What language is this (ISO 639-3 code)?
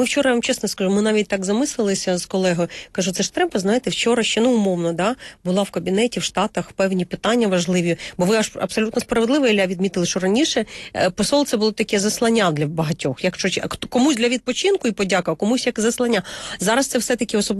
ukr